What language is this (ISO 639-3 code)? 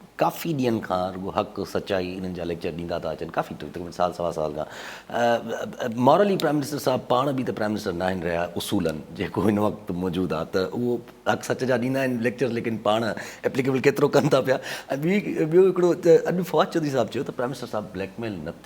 snd